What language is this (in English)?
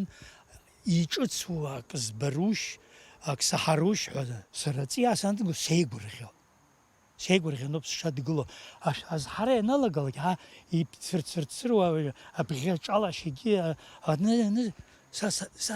Abkhazian